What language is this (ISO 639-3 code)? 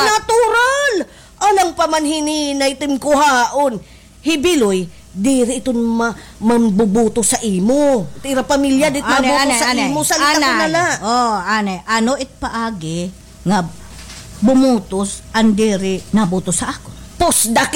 war